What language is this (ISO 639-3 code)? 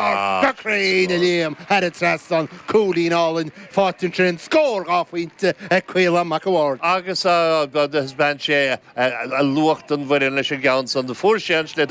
gle